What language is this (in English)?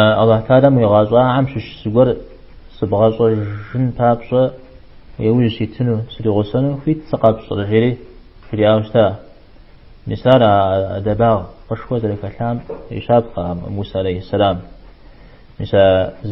Kabardian